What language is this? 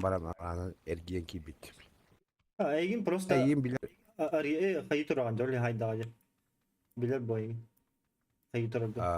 Yakut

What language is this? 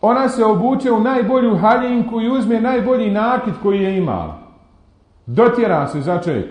Bosnian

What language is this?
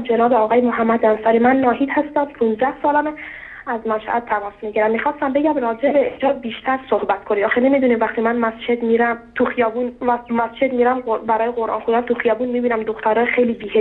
Persian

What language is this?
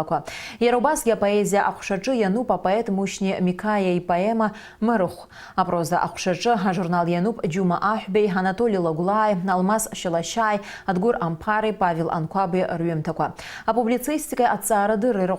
Abkhazian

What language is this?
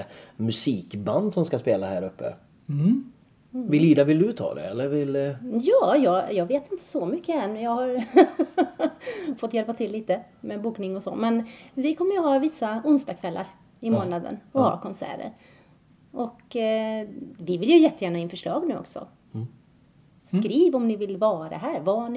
Swedish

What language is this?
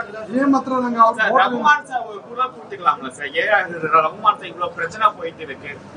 Tamil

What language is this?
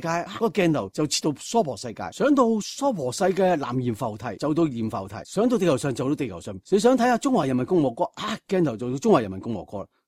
Cantonese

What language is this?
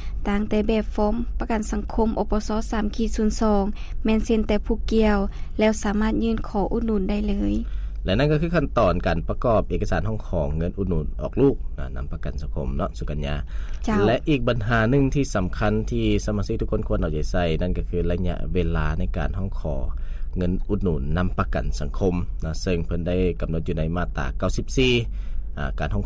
Lao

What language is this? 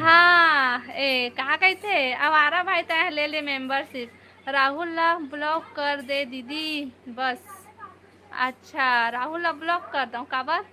Chhattisgarhi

